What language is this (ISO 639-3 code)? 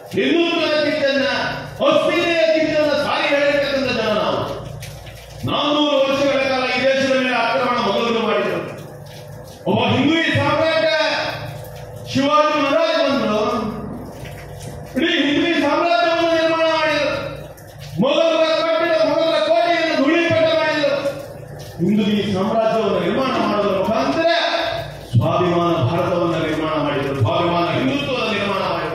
kan